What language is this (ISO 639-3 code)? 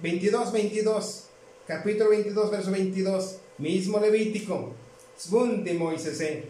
tzo